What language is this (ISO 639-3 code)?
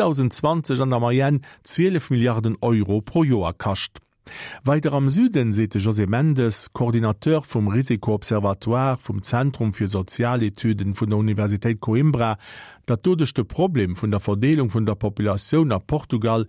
ltz